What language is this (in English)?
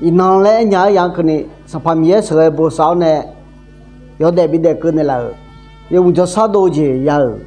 Akha